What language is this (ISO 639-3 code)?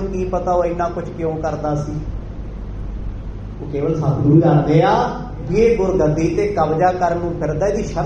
pan